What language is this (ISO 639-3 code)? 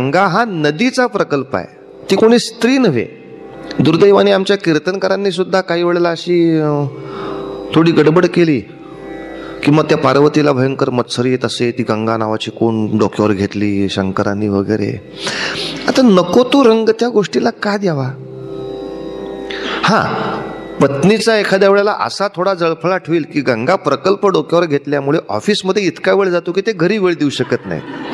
mar